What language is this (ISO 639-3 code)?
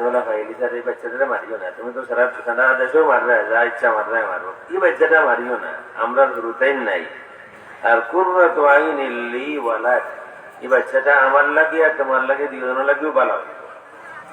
syl